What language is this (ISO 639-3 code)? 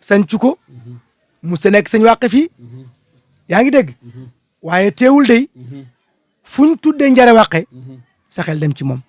wol